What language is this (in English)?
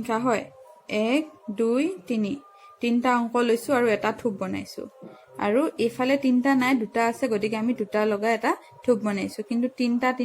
Assamese